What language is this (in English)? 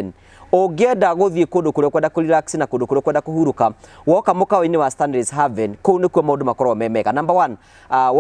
Kikuyu